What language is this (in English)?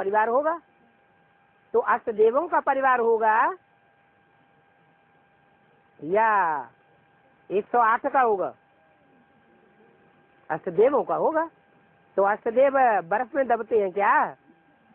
Hindi